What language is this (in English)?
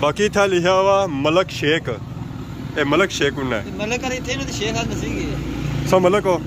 Pahari-Potwari